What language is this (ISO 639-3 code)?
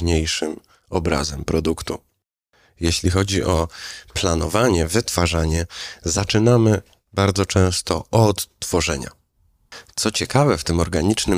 pol